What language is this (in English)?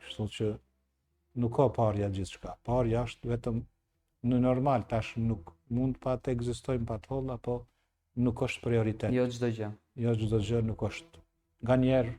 Albanian